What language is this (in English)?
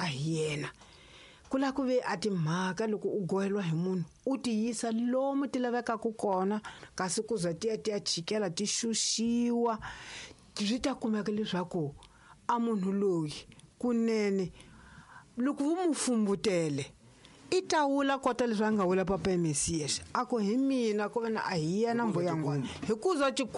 Tsonga